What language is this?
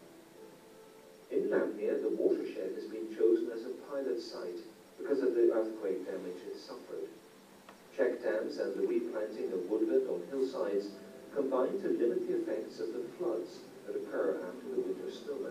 English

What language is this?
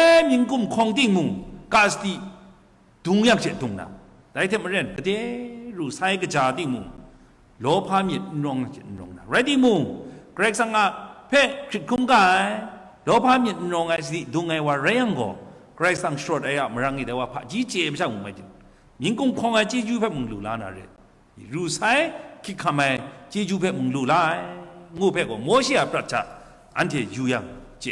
Kachin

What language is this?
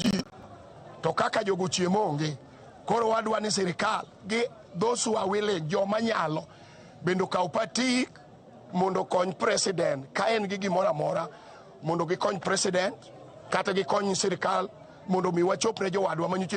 Luo (Kenya and Tanzania)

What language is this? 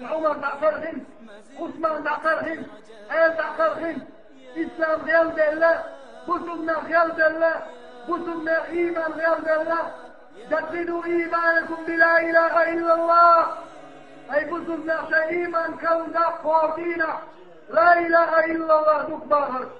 Chechen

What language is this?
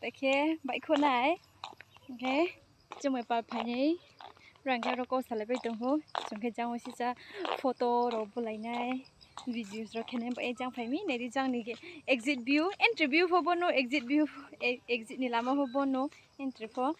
Riang (India)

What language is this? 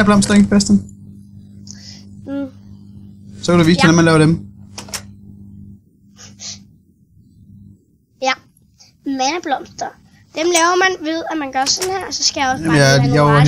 Danish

